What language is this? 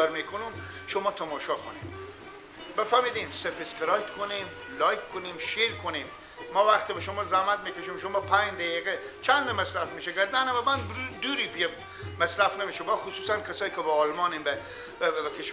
Persian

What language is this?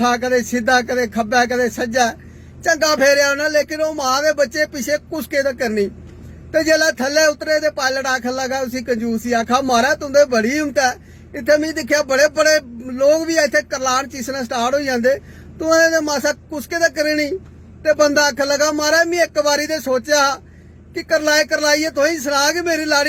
Dogri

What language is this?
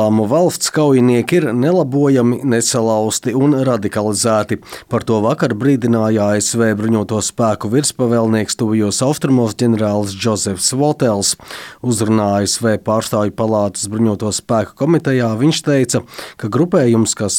Latvian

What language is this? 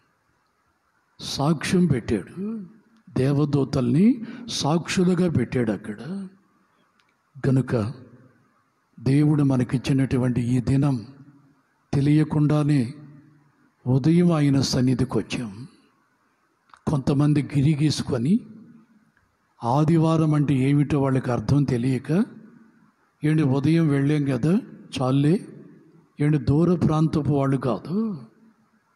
Telugu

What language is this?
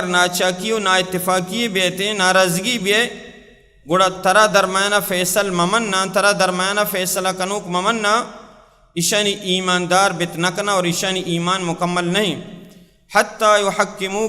Baluchi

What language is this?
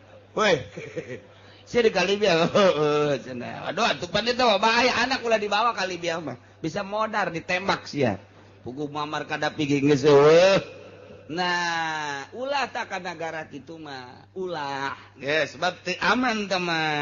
Sundanese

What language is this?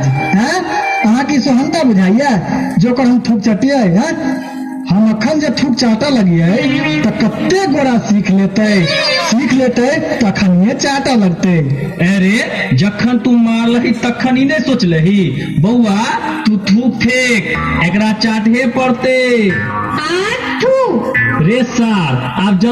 Maithili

